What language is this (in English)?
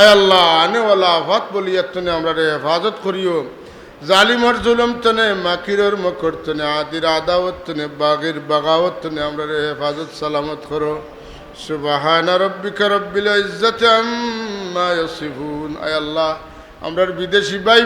Sylheti